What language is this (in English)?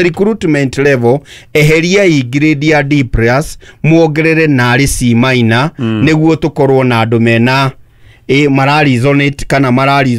Kikuyu